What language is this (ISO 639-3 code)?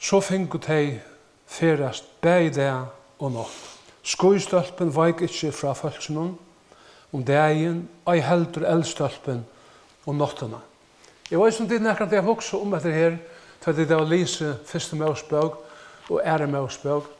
fao